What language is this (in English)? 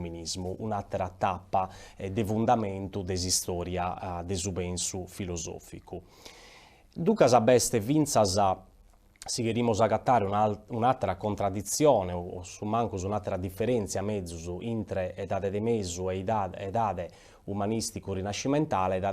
Sardinian